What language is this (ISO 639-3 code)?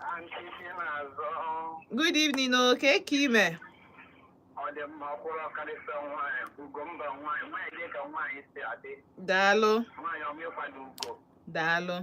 ibo